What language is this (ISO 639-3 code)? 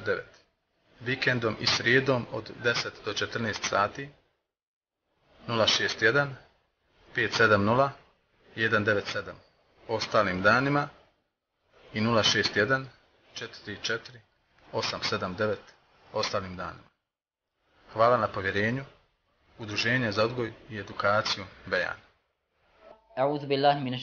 bos